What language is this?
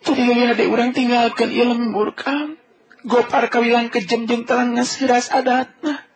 Sundanese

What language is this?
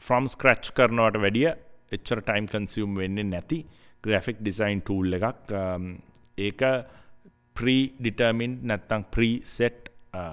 Sinhala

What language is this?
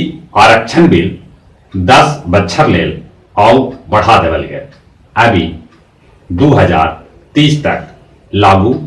Magahi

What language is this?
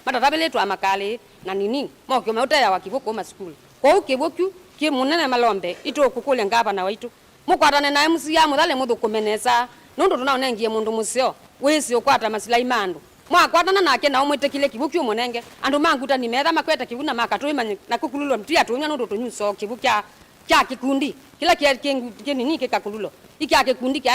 Kamba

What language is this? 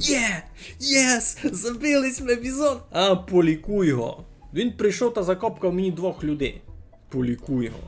Rusyn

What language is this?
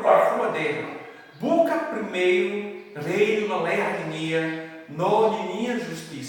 Tetum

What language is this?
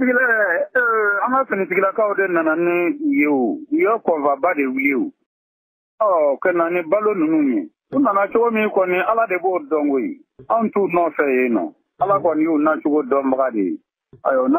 Bambara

